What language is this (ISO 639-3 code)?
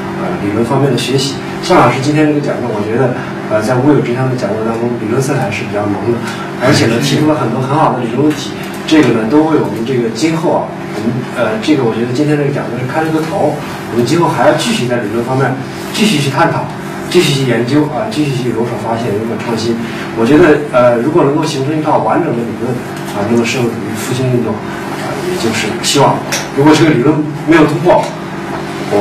zho